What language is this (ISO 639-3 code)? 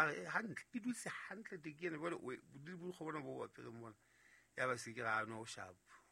sot